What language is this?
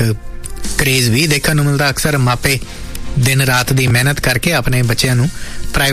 Punjabi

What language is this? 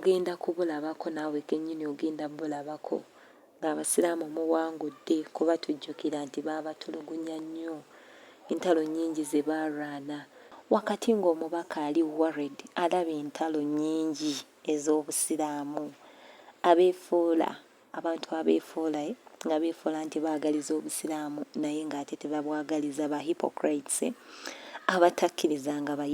Ganda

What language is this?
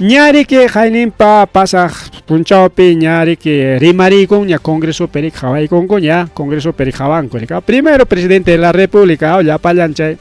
Ayacucho Quechua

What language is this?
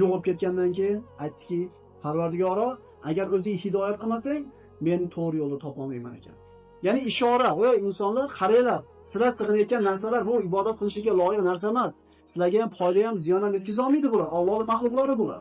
Uzbek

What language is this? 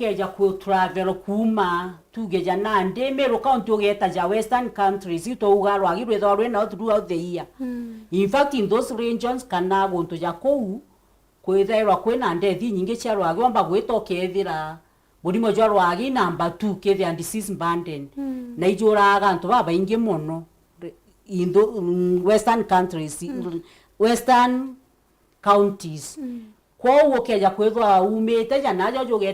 Meru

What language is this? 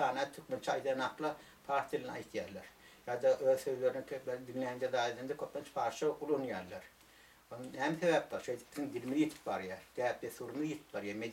Turkmen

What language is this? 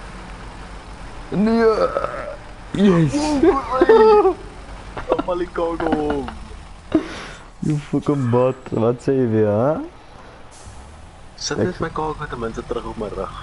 Afrikaans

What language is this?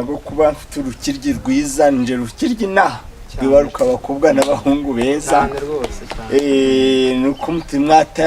Kinyarwanda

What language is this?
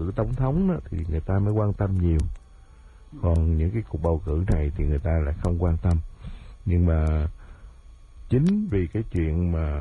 Vietnamese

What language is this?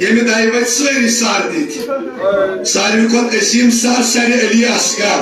Kashmiri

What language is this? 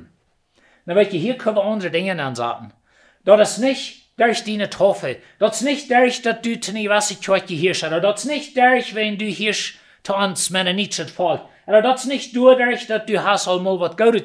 Plautdietsch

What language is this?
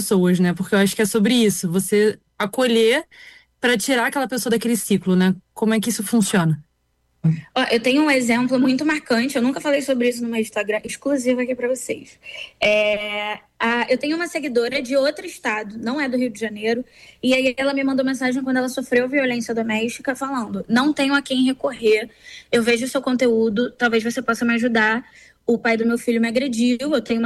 Portuguese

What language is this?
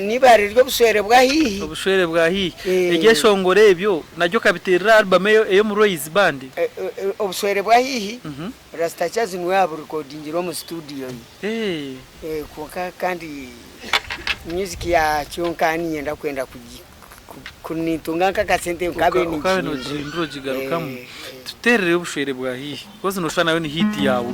Nyankole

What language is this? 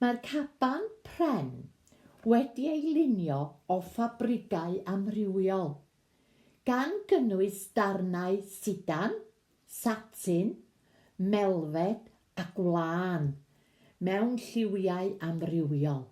Welsh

